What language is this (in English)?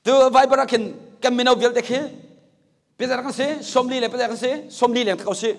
Hakha Chin